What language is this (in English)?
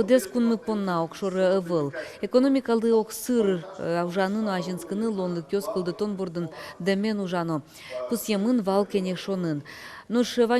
Udmurt